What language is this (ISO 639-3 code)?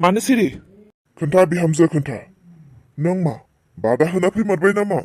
brx